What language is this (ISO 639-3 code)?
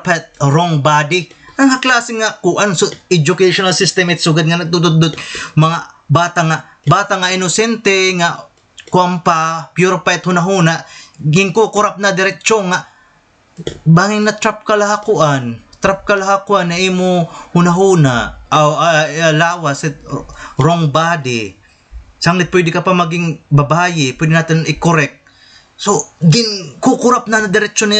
war